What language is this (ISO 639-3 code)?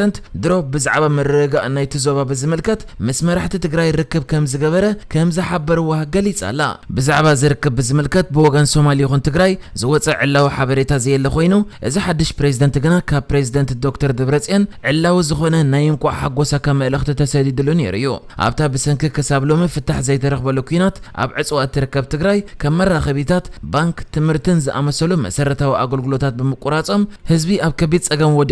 tir